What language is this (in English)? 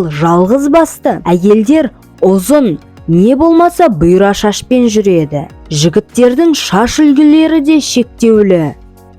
Kazakh